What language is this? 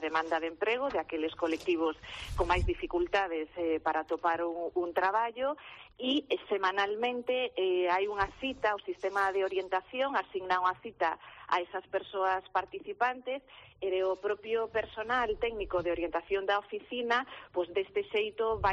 Galician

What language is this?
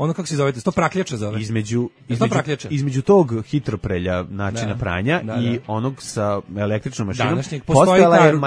Serbian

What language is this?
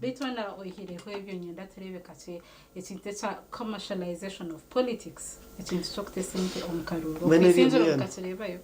Nyankole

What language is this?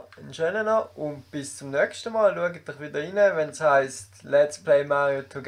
Swiss German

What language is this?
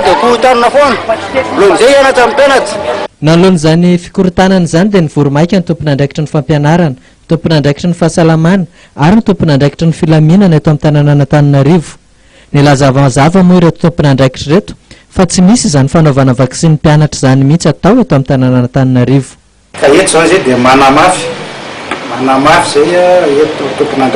Malagasy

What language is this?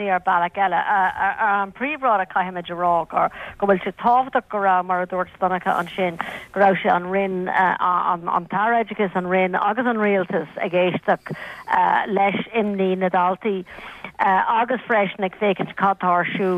Irish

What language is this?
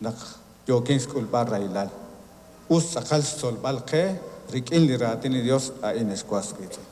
Kekchí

